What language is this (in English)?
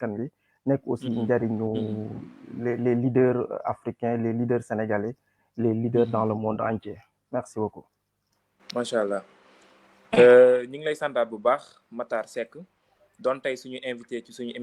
Wolof